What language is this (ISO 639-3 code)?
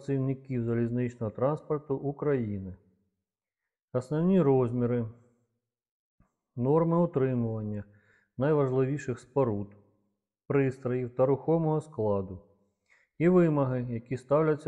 ukr